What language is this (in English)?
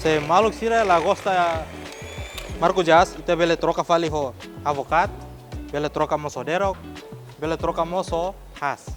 Tetum